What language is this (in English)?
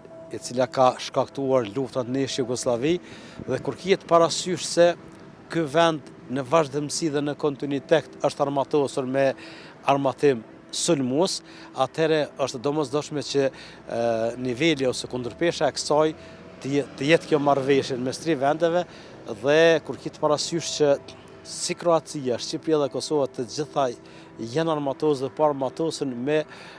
Albanian